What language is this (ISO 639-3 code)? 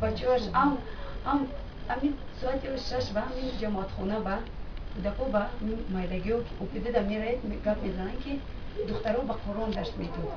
tgk